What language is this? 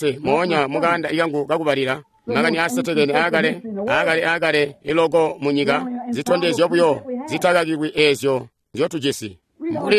Tonga (Zambia)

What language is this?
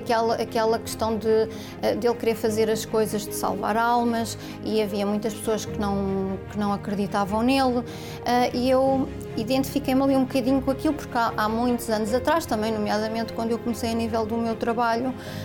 Portuguese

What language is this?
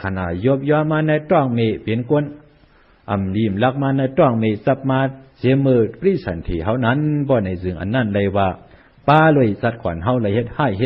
Shan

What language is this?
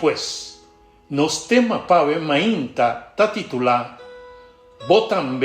Papiamento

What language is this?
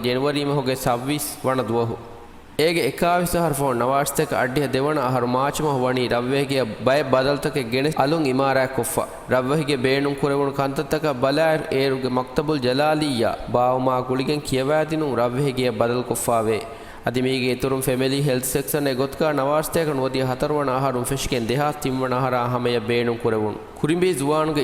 Divehi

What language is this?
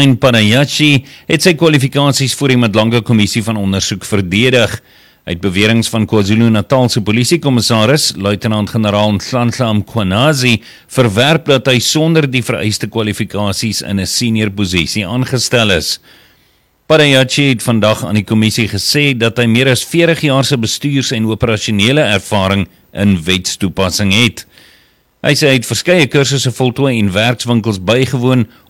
Afrikaans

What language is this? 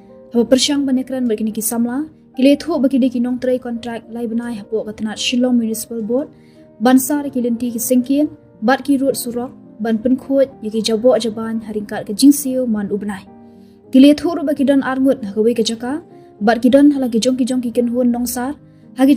Khasi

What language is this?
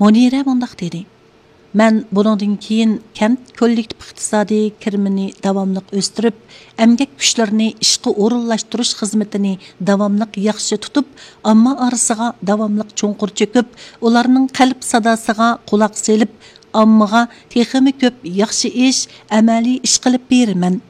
Uyghur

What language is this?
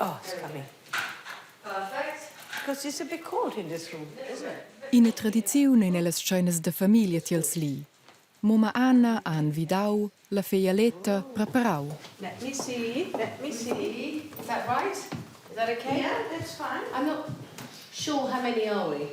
Romansh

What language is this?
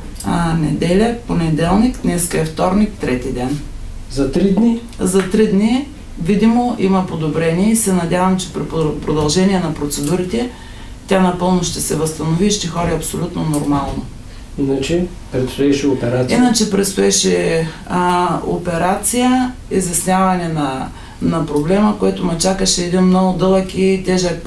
Bulgarian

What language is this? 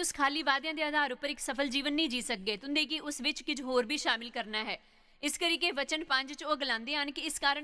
Dogri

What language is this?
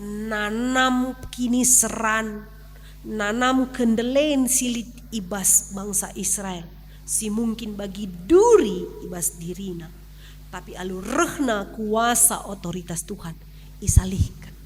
Batak Karo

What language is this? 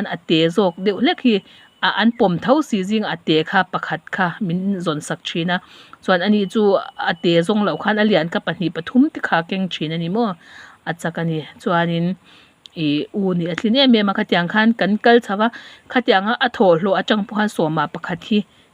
Mizo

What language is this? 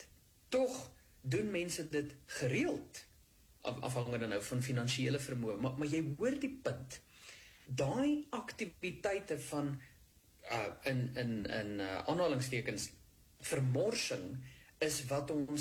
Afrikaans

